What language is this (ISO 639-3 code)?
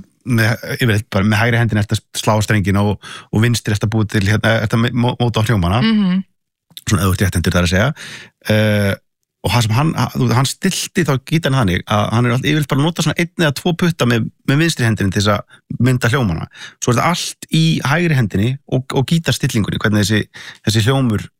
isl